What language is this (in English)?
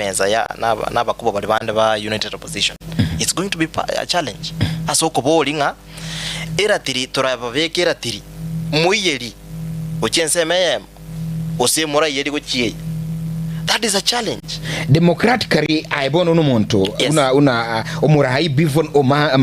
Gusii